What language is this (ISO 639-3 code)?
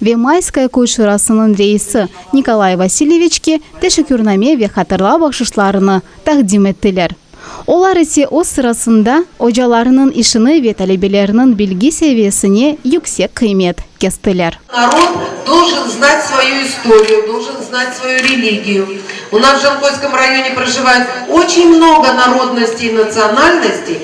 crh